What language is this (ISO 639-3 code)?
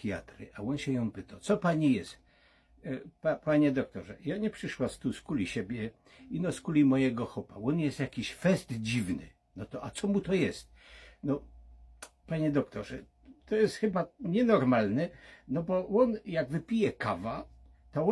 szl